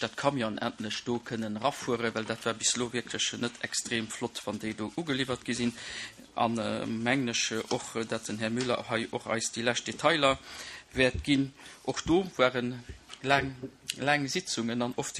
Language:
Luxembourgish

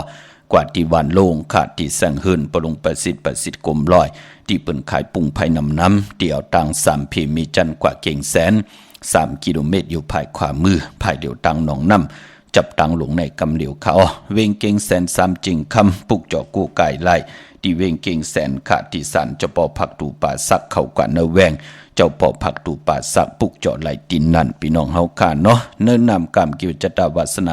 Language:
Shan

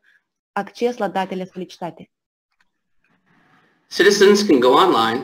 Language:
Romanian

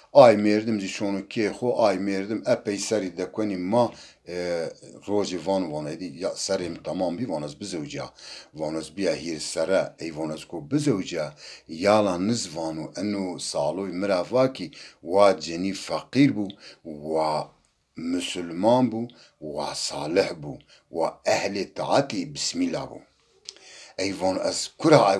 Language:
Zaza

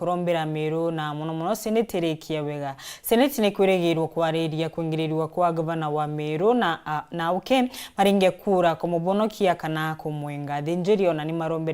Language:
Meru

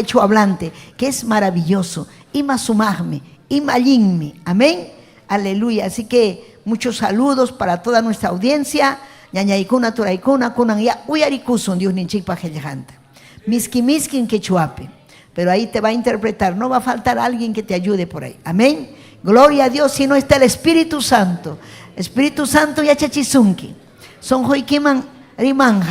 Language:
Ayacucho Quechua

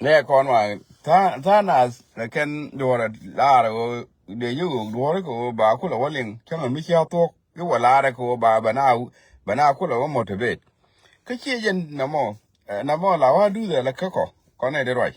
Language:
Nuer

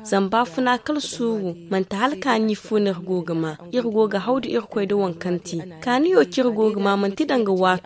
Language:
Zarma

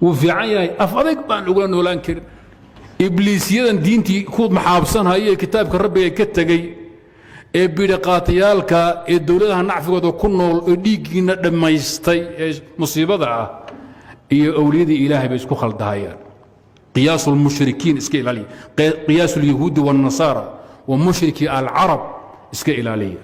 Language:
Somali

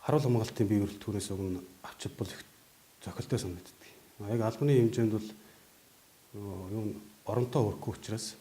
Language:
Mongolian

